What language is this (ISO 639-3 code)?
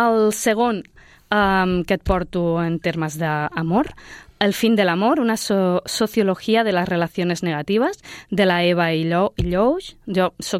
cat